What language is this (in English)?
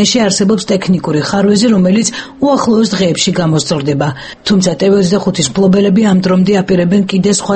Georgian